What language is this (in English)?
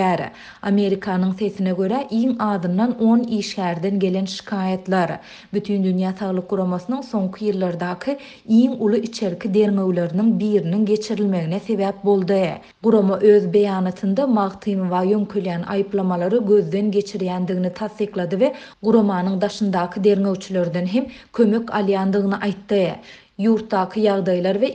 Turkmen